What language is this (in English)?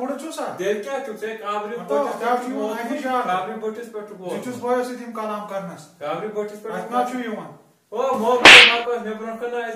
Kashmiri